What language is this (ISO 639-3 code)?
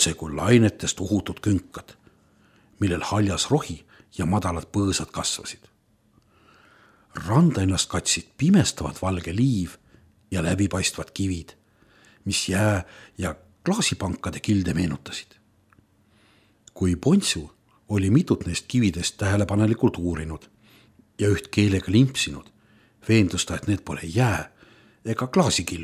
est